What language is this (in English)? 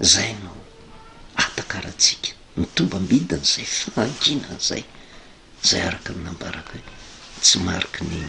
Malagasy